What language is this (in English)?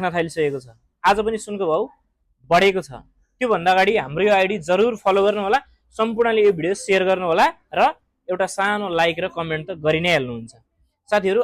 Nepali